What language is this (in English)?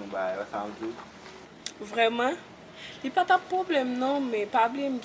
Haitian Creole